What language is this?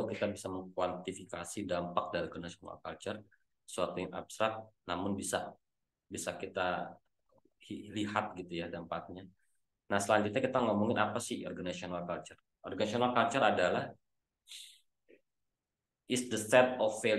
Indonesian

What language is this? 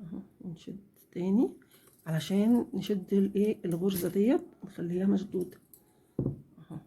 Egyptian Arabic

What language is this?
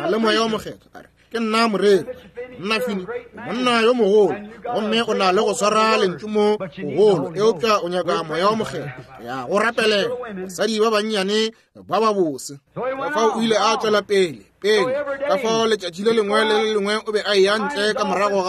Northern Sotho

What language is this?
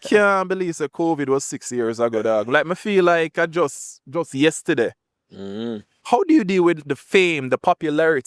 Jamaican Creole English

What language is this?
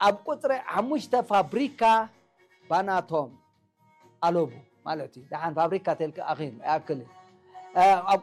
Tigrinya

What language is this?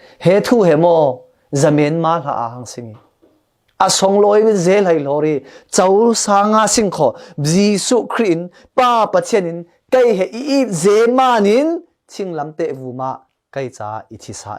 Falam Chin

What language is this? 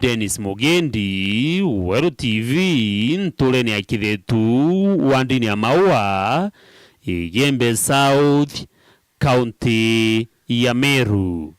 Meru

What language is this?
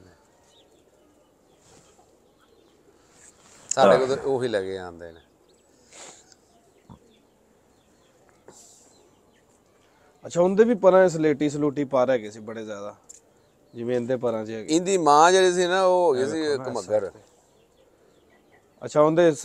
Punjabi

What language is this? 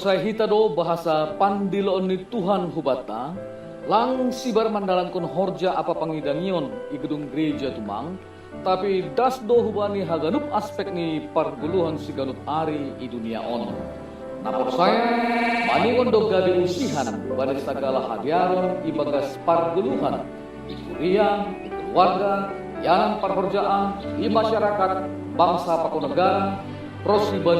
Batak Simalungun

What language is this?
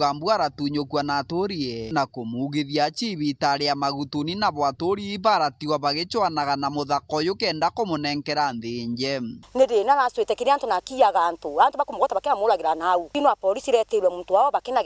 Meru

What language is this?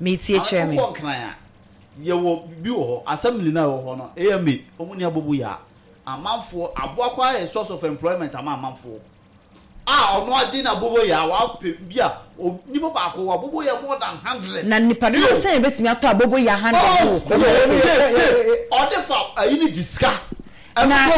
Akan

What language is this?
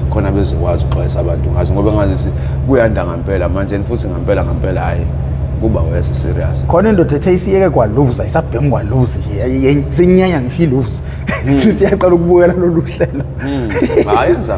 Zulu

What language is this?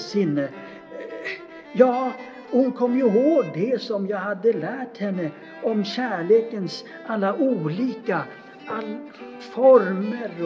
Swedish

